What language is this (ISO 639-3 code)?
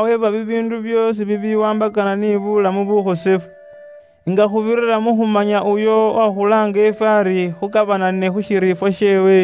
luy